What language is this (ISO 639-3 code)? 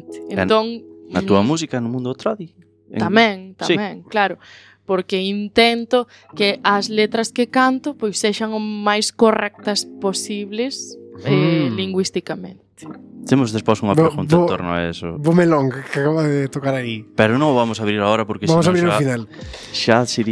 glg